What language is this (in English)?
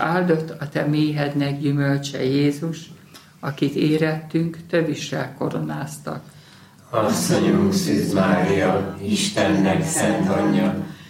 Hungarian